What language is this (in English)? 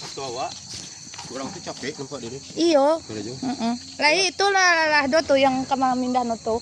Minangkabau